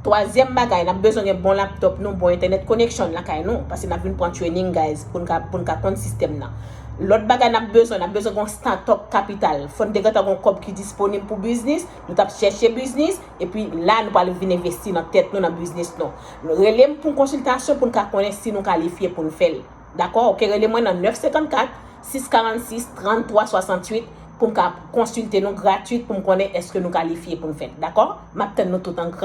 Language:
Haitian Creole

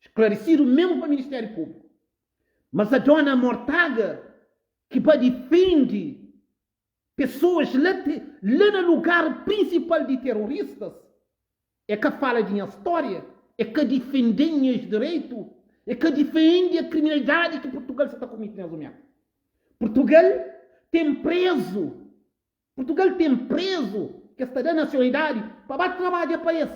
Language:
Kabuverdianu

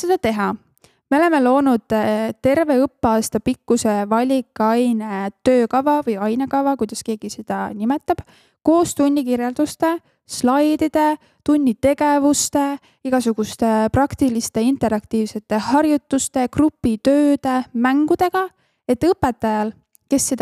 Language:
Estonian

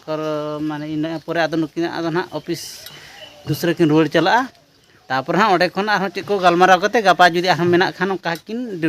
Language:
Santali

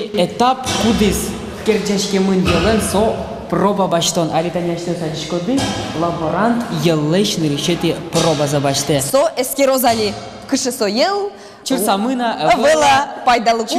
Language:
Udmurt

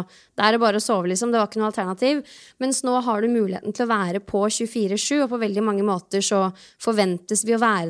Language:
Norwegian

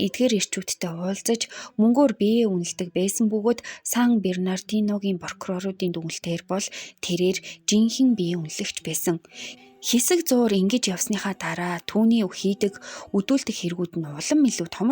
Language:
Mongolian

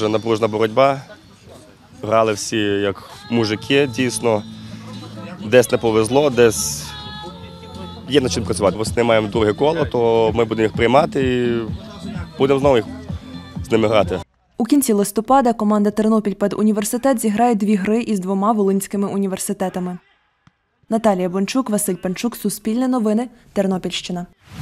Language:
Ukrainian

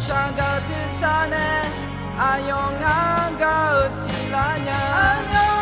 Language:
Akha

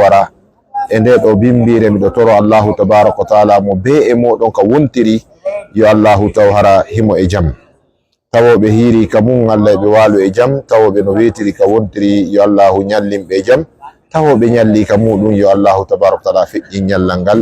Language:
Fula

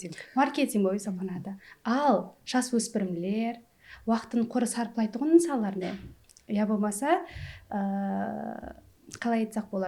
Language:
Kara-Kalpak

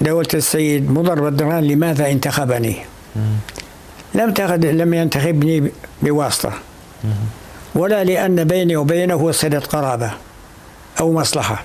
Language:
North Levantine Arabic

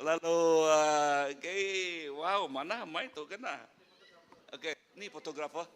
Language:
Iban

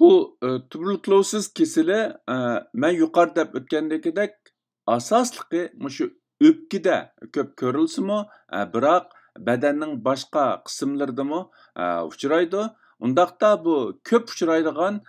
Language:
Uyghur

